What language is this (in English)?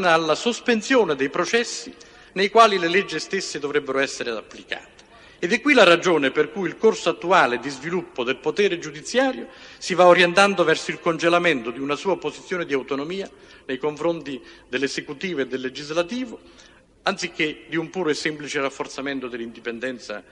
Italian